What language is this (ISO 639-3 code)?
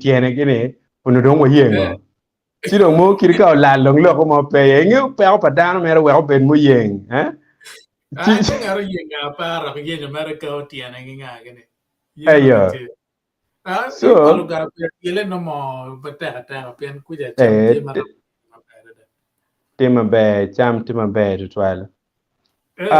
ach